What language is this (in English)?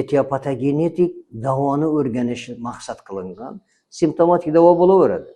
Uzbek